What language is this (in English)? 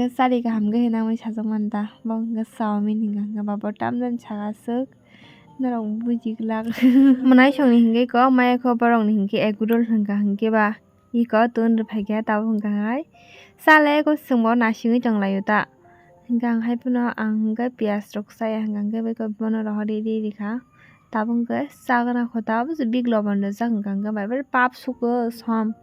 Kok Borok